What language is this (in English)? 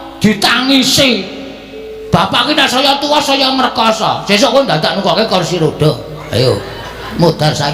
Javanese